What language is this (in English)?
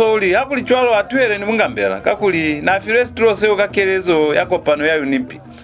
Lozi